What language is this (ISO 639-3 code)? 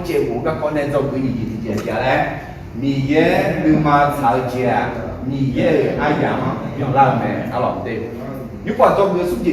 ahk